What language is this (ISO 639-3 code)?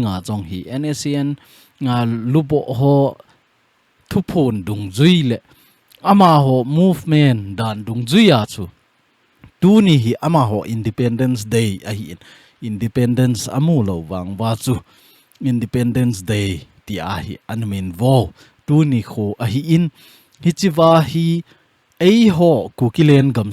tcz